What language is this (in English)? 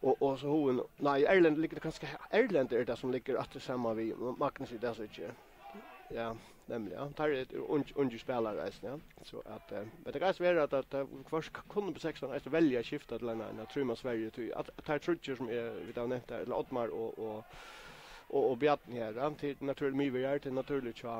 Faroese